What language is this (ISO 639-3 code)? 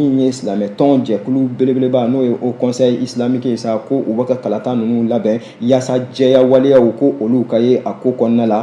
bam